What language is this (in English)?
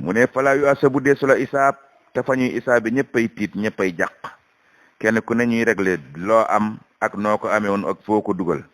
Wolof